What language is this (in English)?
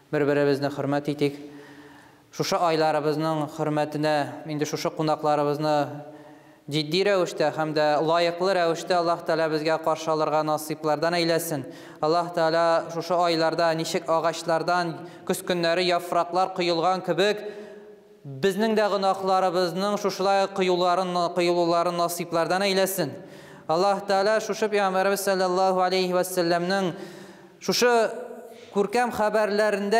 Tatar